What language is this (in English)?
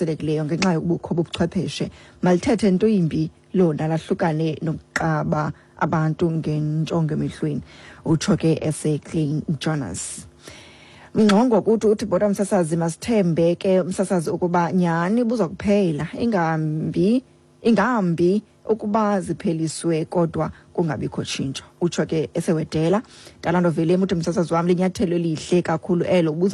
Xhosa